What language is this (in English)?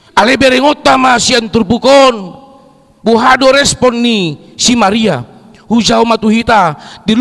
Batak Toba